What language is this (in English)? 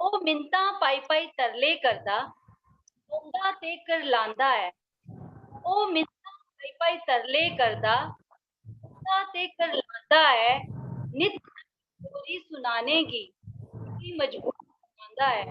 Dogri